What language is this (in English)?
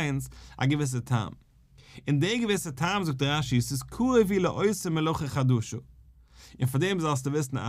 Yiddish